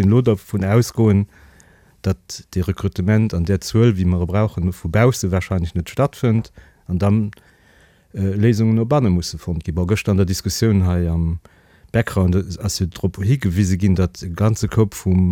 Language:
Luxembourgish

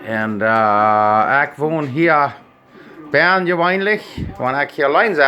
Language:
Plautdietsch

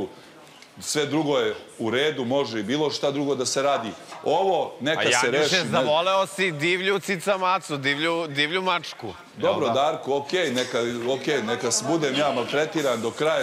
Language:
Serbian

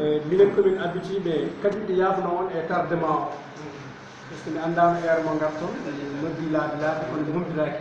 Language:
Fula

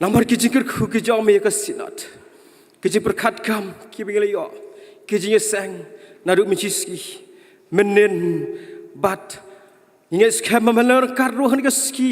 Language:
Khasi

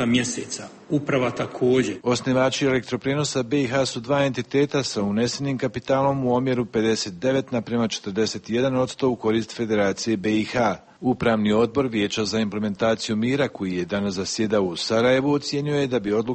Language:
Serbian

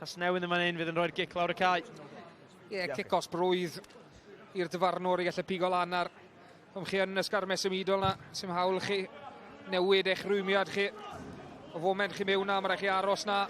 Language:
Welsh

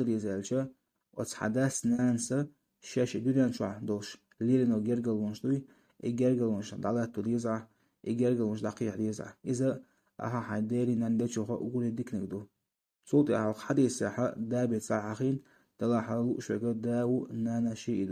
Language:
Chechen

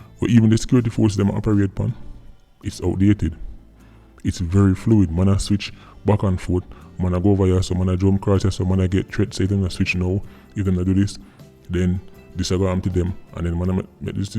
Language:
Jamaican Creole English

